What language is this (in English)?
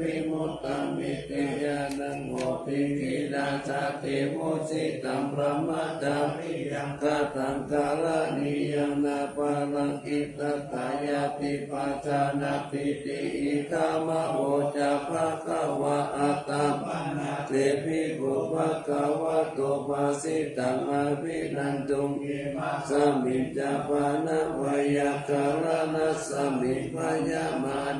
Pali